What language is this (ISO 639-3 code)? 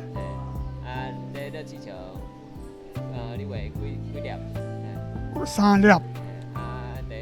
nan